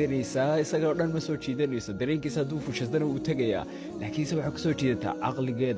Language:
Somali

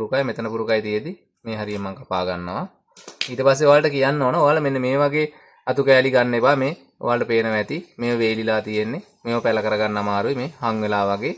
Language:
Sinhala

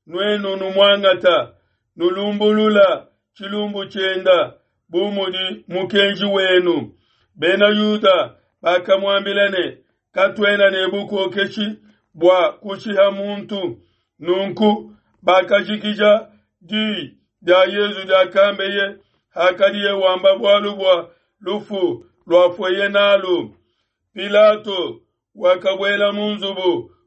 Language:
Luba-Lulua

